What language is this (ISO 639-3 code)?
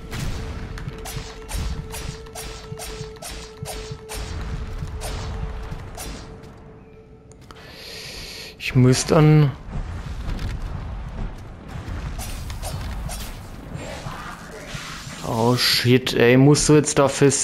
deu